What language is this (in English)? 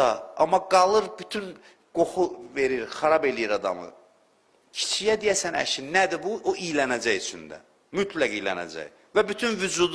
Azerbaijani